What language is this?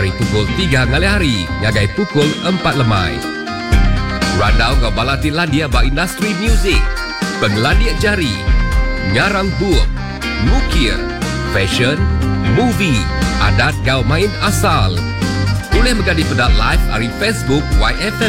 Iban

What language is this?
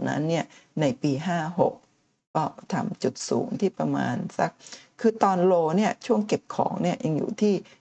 Thai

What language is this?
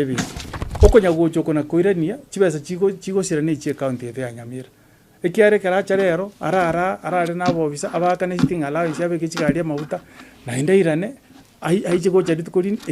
Gusii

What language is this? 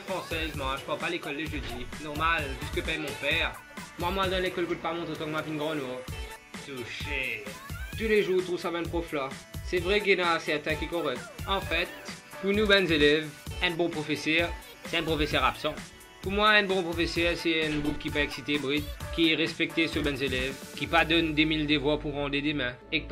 Morisyen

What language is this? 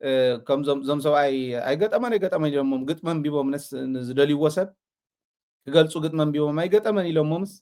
Tigrinya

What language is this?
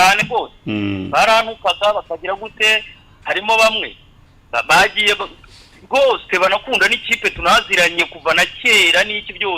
Kinyarwanda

